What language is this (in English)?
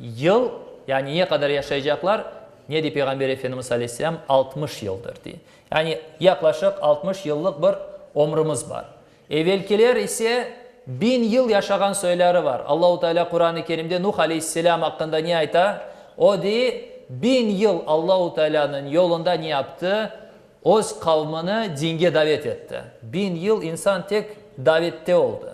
Crimean Tatar